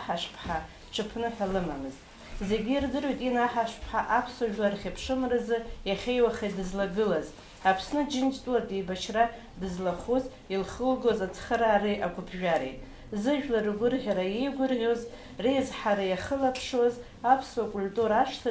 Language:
Abkhazian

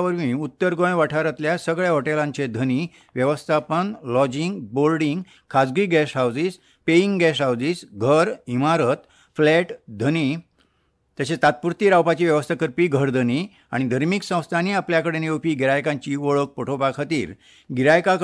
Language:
Konkani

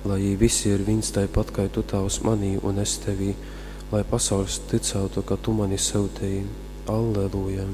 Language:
Latgalian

